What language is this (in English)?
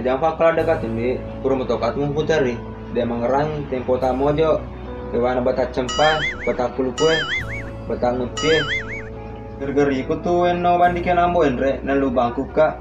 Buginese